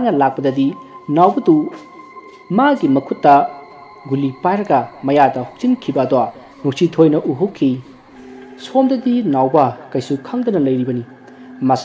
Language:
Manipuri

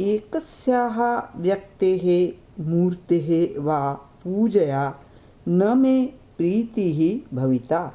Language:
Sanskrit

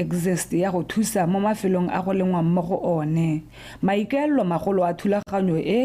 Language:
Tswana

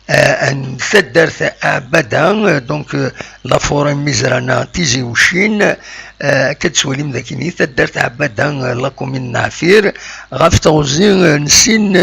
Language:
Kabyle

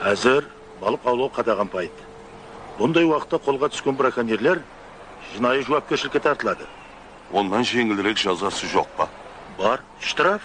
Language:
Kara-Kalpak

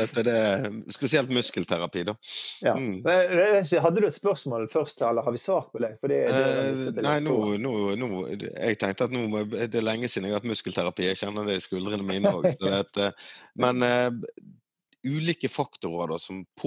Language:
Norwegian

